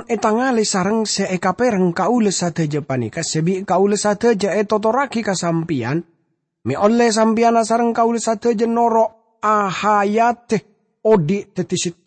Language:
Madurese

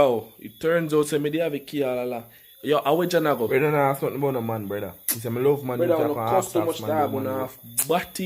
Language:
Jamaican Creole English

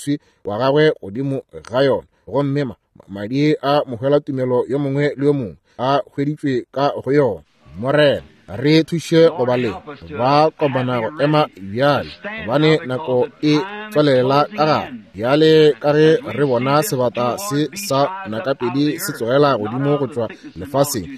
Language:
Northern Sotho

